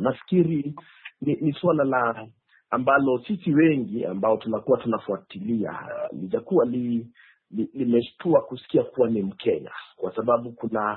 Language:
Swahili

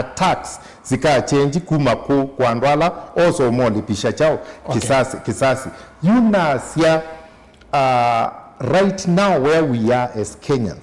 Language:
Kamba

